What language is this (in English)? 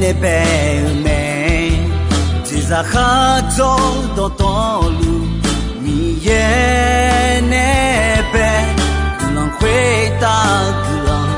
Akha